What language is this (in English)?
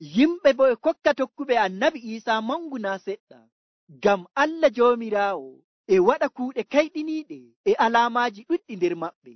Nigerian Fulfulde